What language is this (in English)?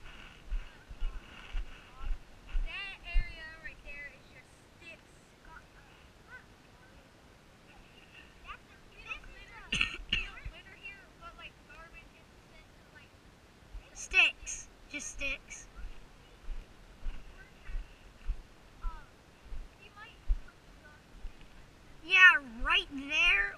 English